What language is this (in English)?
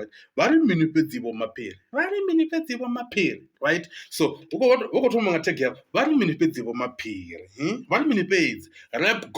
Venda